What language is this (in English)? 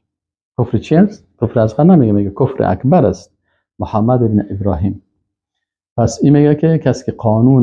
Persian